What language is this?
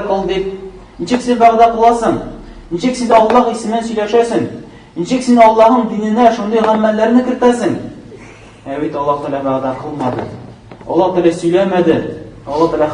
Tatar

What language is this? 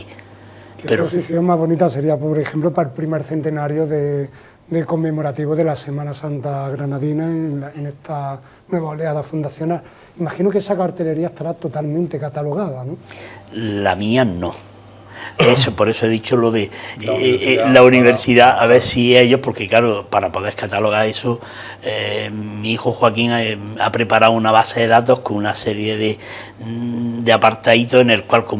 Spanish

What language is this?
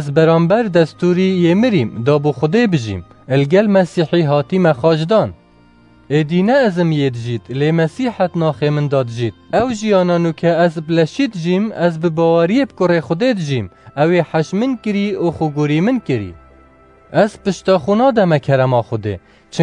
Kurdish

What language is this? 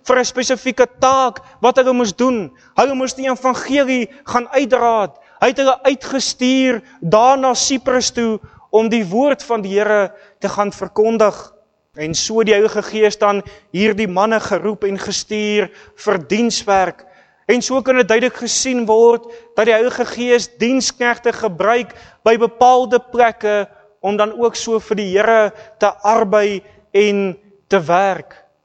Afrikaans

